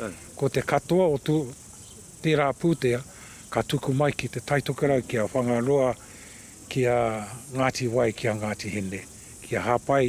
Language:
Māori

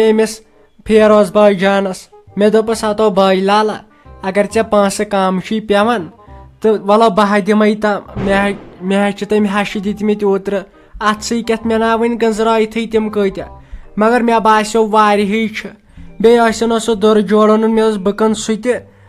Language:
Kashmiri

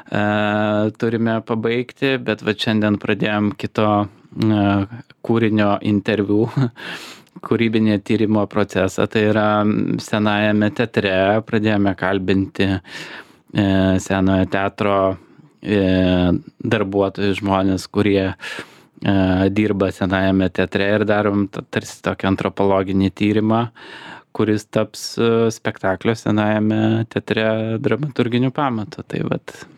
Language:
Lithuanian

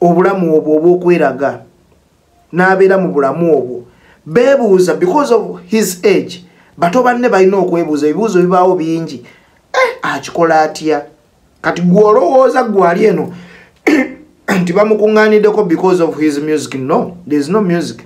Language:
Ganda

